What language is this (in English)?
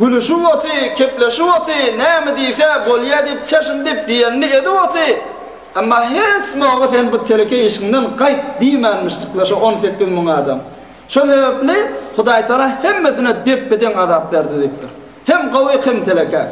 Turkmen